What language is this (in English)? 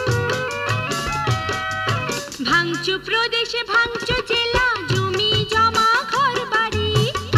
Bangla